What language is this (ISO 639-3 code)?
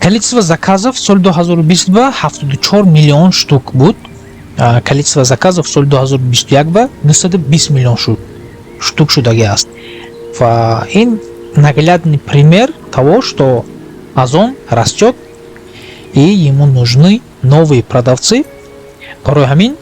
tgk